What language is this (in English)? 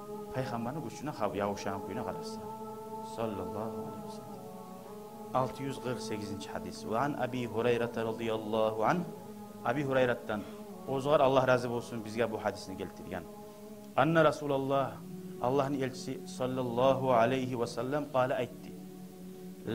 Kumyk